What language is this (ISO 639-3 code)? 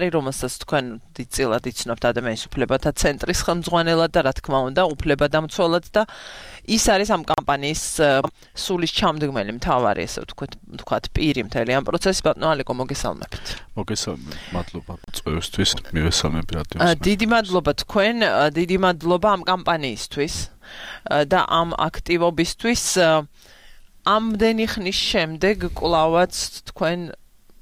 kat